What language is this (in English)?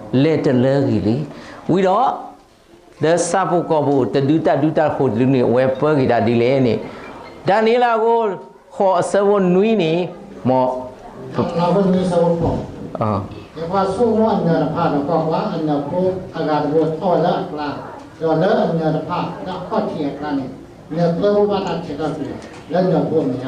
S'gaw Karen